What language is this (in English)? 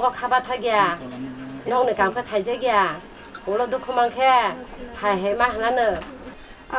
Kok Borok